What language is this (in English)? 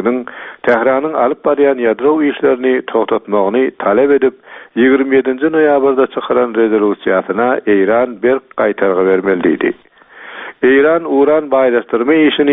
Turkmen